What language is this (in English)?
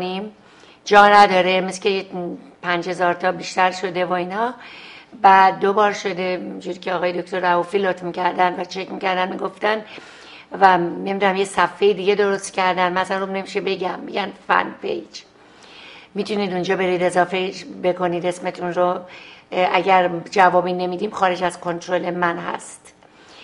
Persian